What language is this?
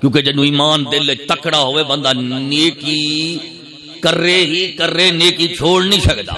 Saraiki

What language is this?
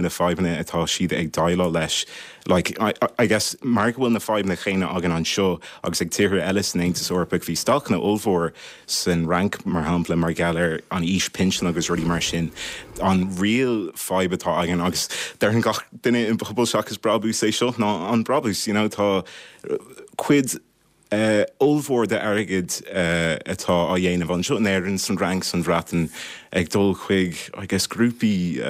Irish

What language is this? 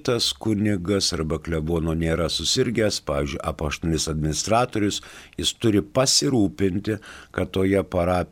Lithuanian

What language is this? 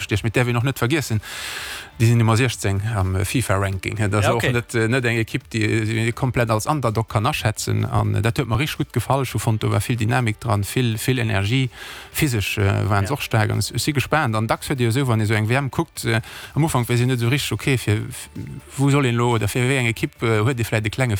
Luxembourgish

